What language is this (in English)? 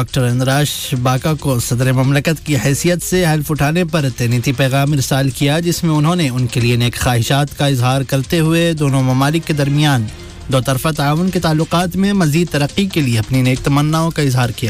Urdu